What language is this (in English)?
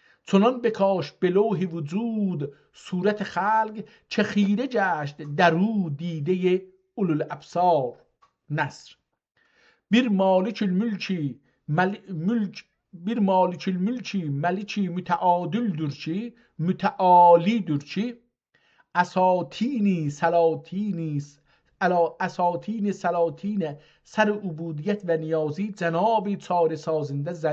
South Azerbaijani